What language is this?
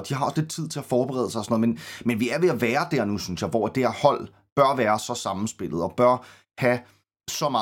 Danish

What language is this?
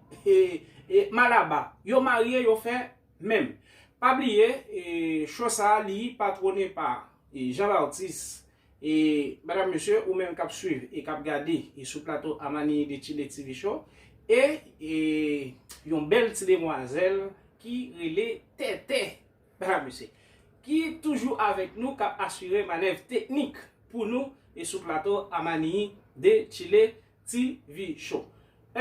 Haitian Creole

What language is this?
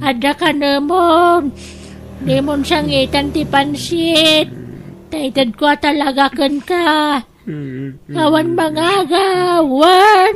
Iloko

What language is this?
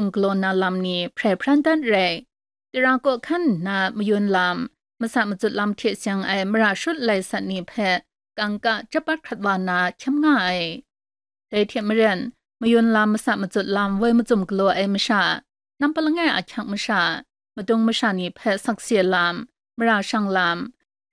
Kachin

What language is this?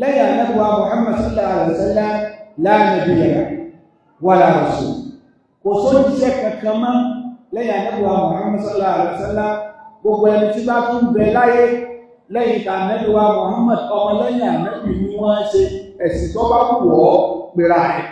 Yoruba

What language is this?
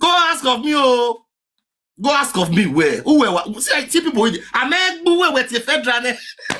Nigerian Pidgin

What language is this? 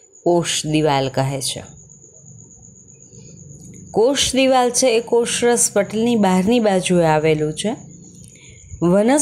Gujarati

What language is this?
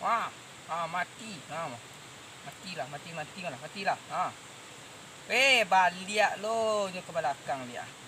Minangkabau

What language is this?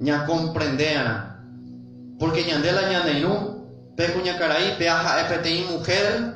Guarani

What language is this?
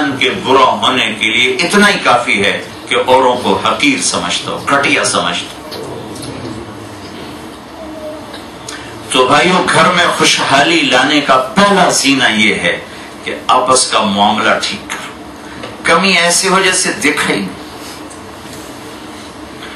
Urdu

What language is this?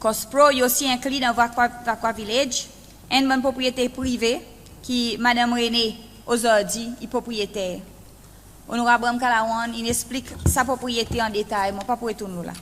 Seselwa Creole French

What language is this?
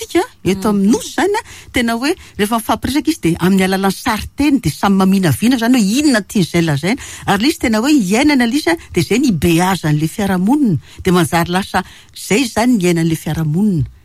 Malagasy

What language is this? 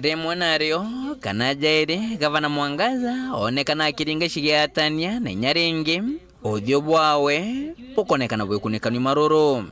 Meru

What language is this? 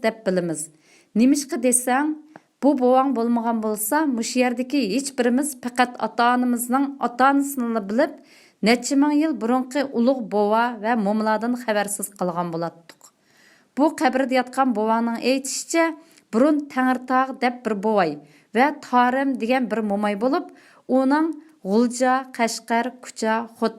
Uyghur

